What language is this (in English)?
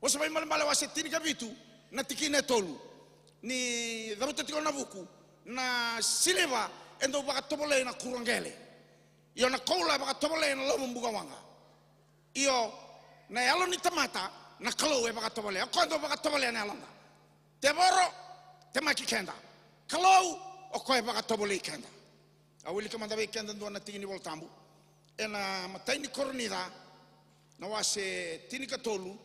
Fijian